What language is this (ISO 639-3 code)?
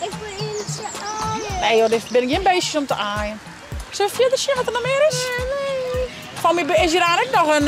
fry